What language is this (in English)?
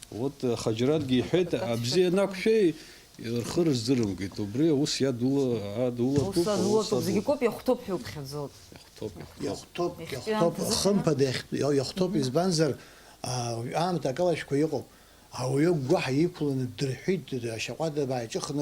Abkhazian